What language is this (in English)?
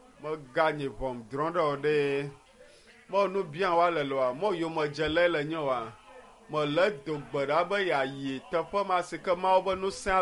Ewe